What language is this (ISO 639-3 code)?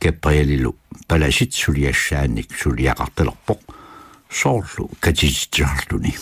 kal